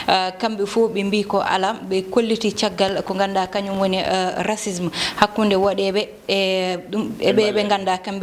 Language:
Fula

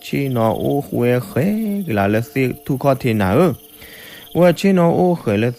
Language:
S'gaw Karen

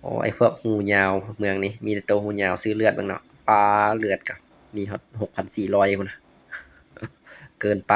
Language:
Lao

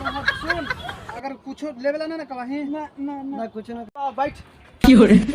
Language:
Magahi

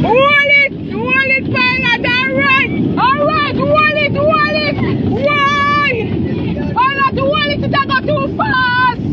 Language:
Jamaican Creole English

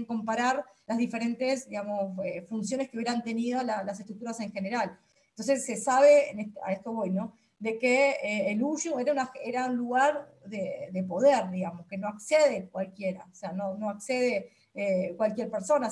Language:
Spanish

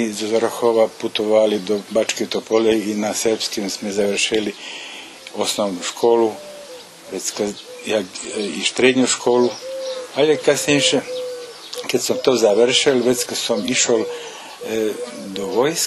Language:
Rusyn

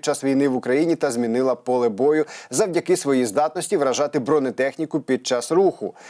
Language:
Ukrainian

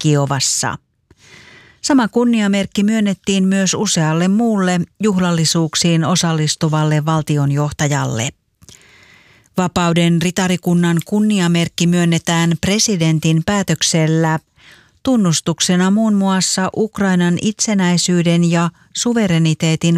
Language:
Finnish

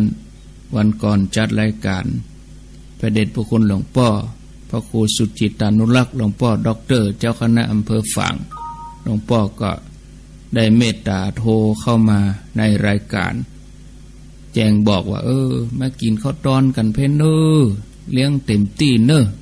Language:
Thai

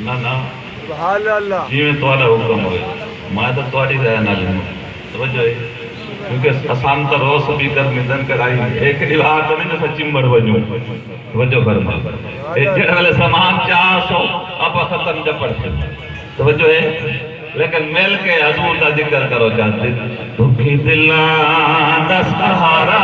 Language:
Saraiki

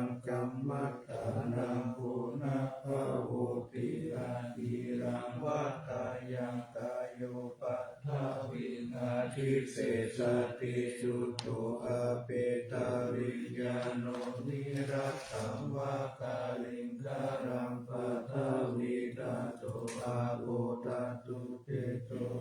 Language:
Pali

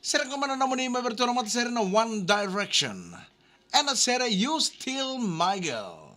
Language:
Fijian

